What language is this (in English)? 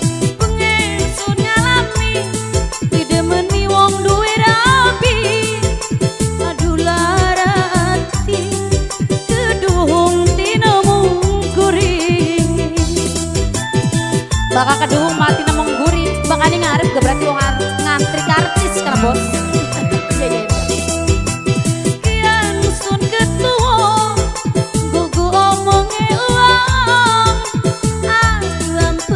Javanese